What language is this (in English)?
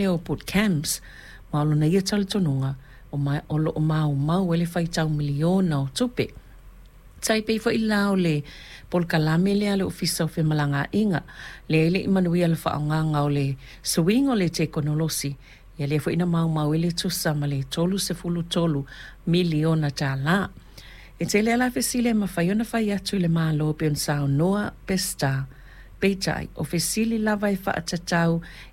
Samoan